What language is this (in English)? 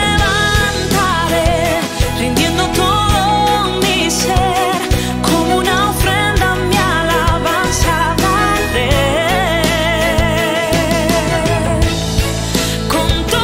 Spanish